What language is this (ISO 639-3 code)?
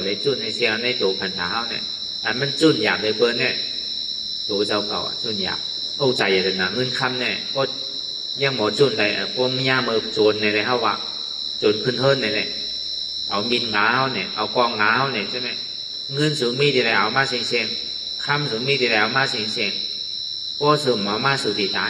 shn